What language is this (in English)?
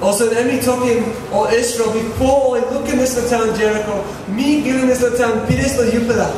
Tok Pisin